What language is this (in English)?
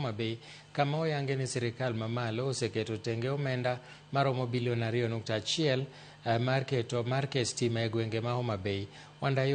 Luo (Kenya and Tanzania)